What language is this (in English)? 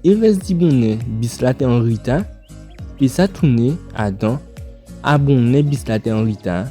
Guadeloupean Creole French